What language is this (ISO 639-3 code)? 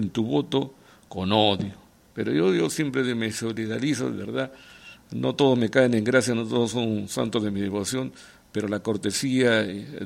spa